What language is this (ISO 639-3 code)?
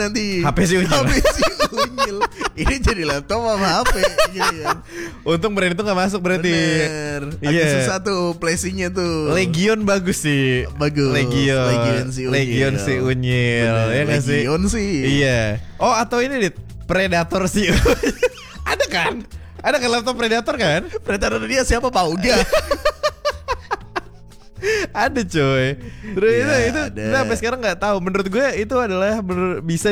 ind